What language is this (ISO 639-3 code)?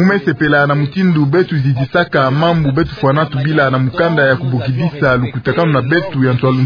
ktu